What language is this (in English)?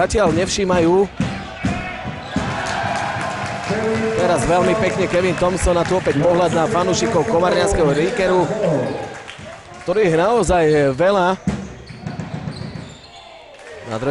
Slovak